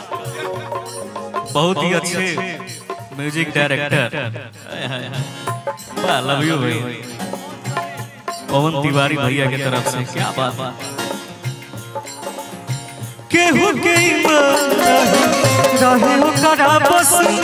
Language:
Bhojpuri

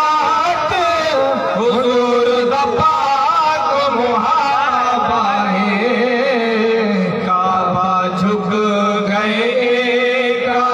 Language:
Saraiki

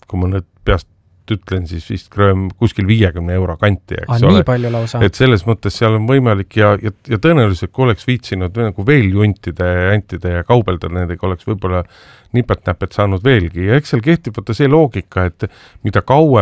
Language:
Estonian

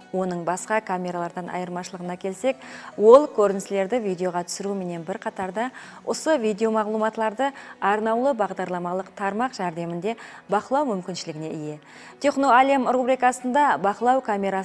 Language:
Kara-Kalpak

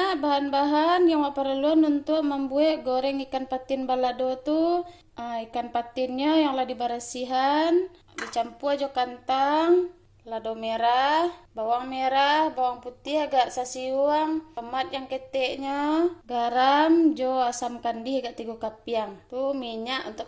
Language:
Minangkabau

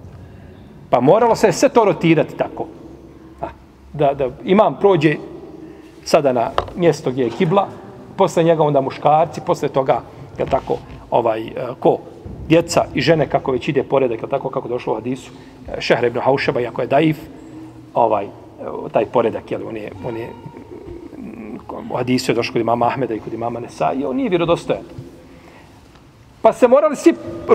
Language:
Bosnian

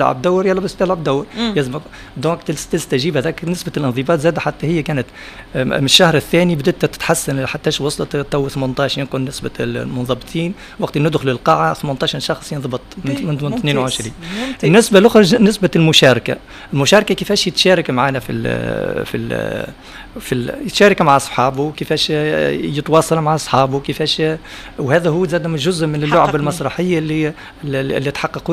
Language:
Tunisian Arabic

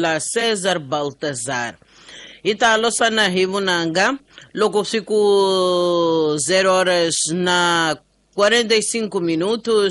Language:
Tsonga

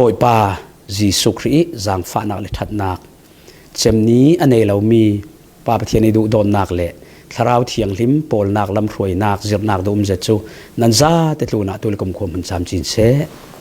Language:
Falam Chin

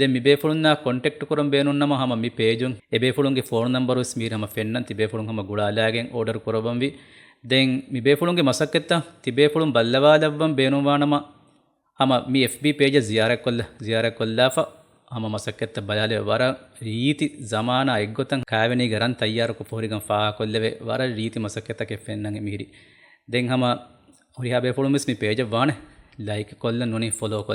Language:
Divehi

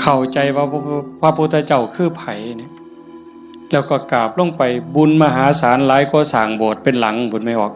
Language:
Northeastern Thai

